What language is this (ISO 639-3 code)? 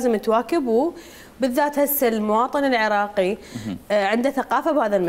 acm